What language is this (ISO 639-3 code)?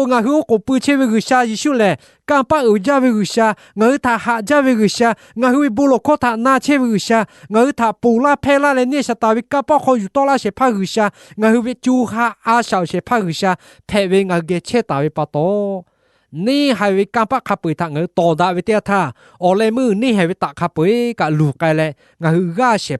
lhu